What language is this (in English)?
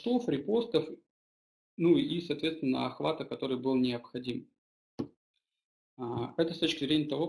Russian